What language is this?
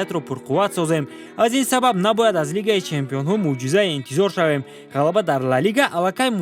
Tajik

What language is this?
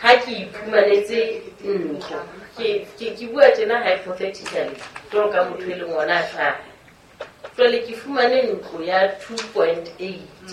Southern Sotho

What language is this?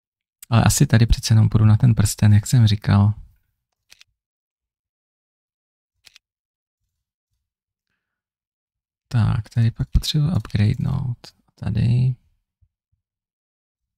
Czech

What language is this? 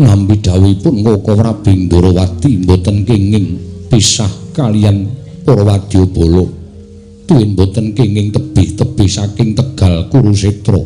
Javanese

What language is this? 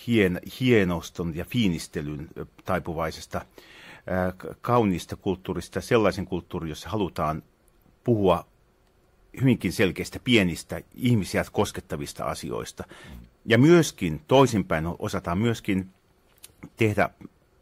Finnish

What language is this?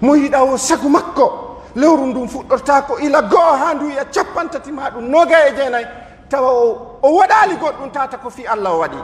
Pular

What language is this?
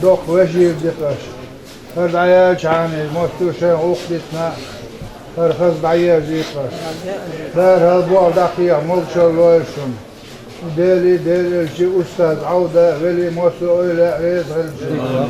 Chechen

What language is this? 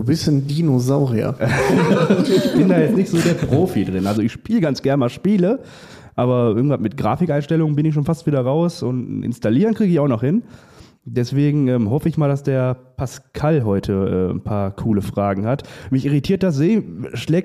German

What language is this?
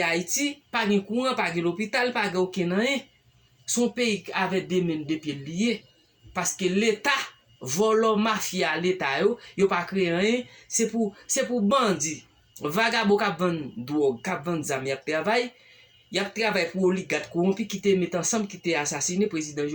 Haitian Creole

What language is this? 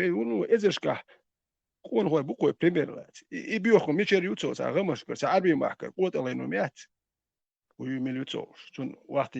Chechen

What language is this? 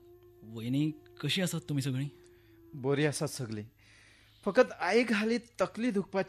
Konkani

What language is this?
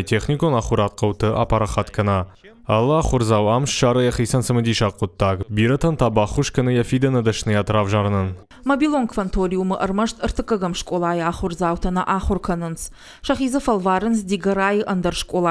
Ossetic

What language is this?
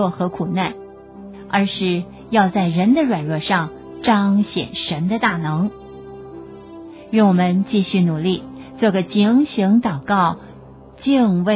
Chinese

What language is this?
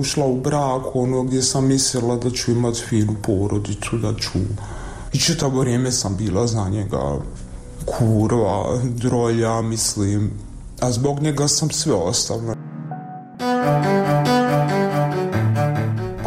Bosnian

